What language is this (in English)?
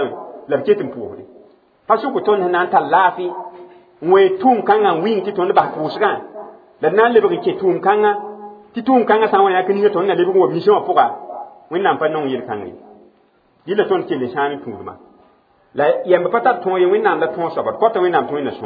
Mossi